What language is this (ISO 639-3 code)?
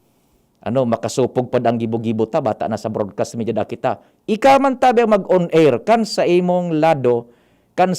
bik